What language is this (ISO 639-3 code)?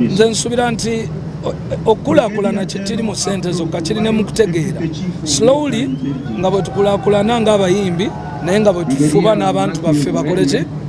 lug